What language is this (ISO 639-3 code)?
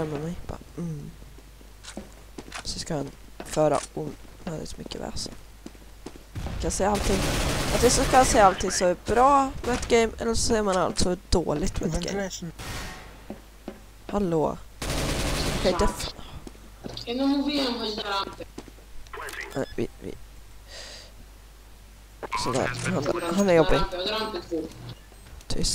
swe